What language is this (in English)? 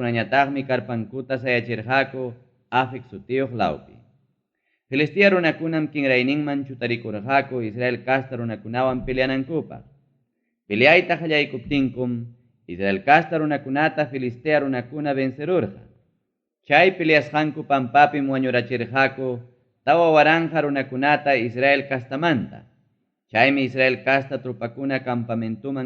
Ayacucho Quechua